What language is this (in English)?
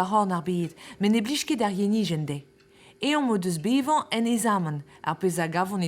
Breton